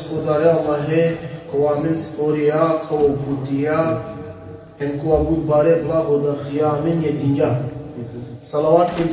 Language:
Balkan Romani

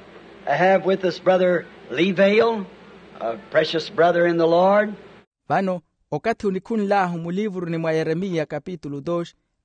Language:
Makhuwa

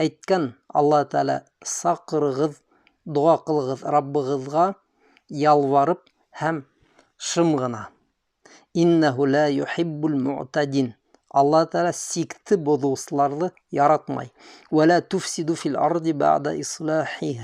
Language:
Bashkir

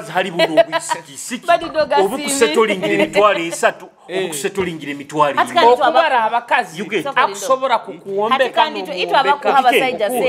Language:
Nyoro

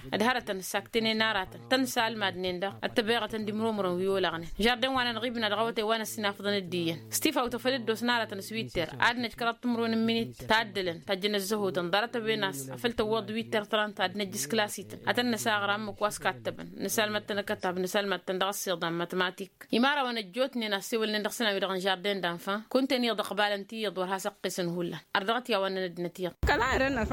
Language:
Tamasheq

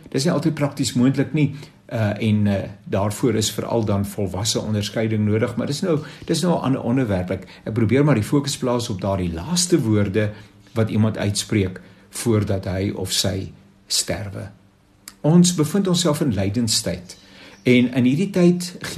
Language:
Afrikaans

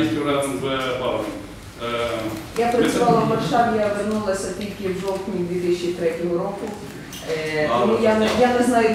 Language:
Ukrainian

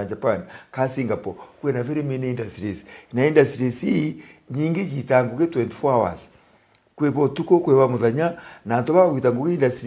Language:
Meru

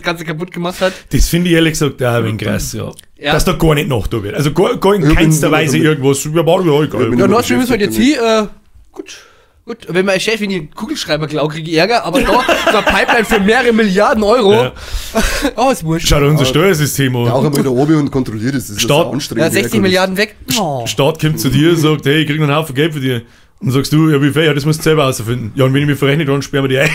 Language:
Bavarian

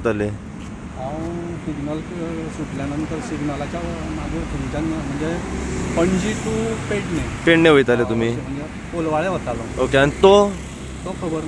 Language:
Konkani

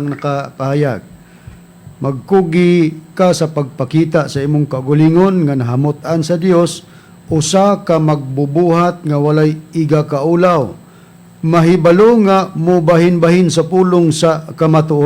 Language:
Cebuano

